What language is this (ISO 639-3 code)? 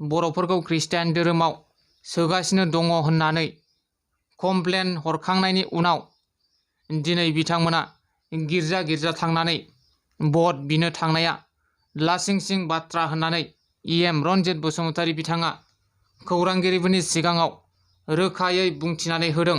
brx